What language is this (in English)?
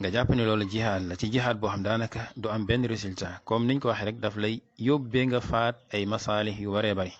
Wolof